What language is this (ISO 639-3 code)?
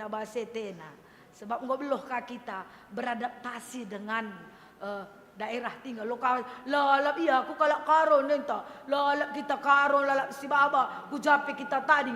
btx